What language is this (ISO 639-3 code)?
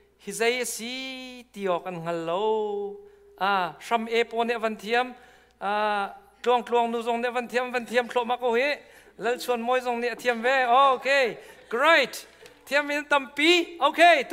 cnh